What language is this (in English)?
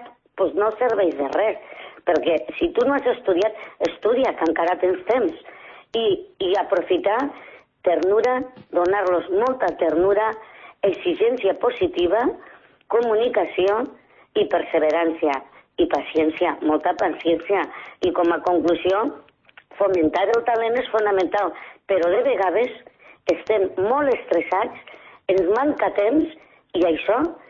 Catalan